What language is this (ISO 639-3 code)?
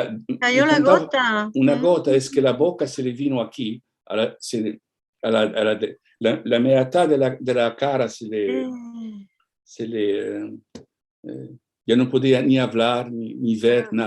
lad